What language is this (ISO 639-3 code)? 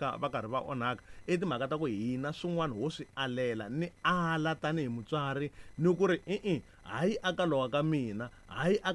tso